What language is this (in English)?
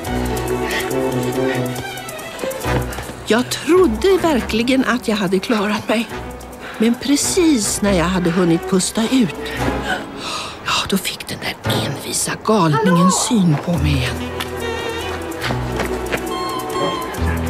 Swedish